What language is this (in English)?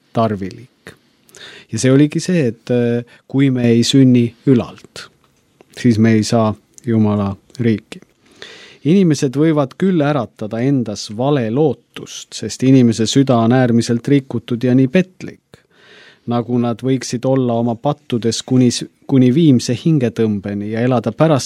Estonian